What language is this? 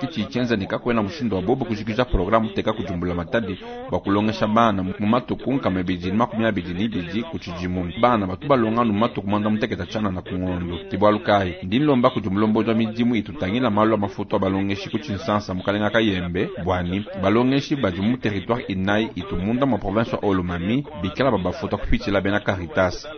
Luba-Lulua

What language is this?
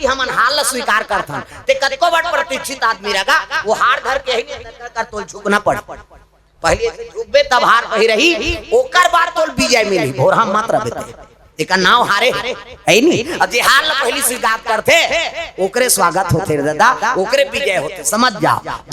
Chhattisgarhi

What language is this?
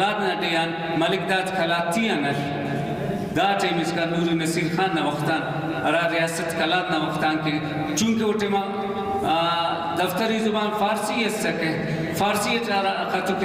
Brahui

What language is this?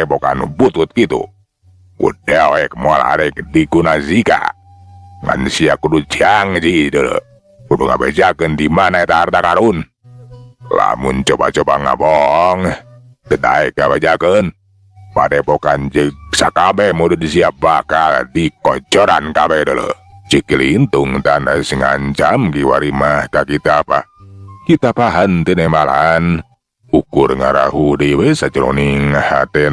Sundanese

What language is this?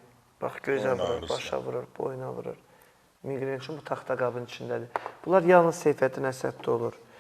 Azerbaijani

